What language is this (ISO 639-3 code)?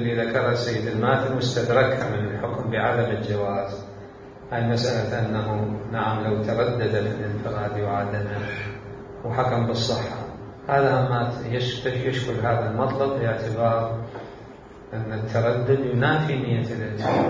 acm